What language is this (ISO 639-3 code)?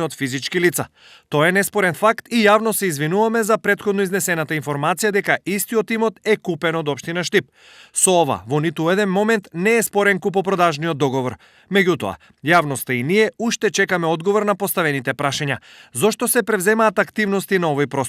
mkd